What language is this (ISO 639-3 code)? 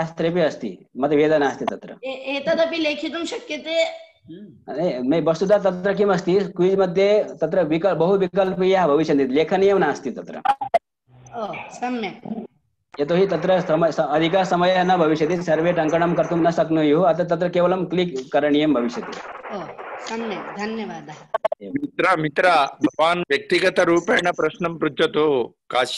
san